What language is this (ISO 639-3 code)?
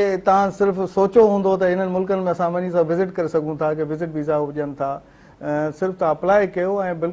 snd